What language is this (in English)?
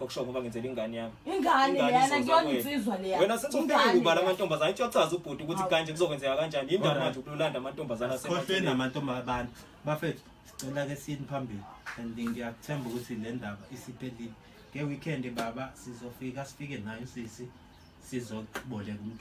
Zulu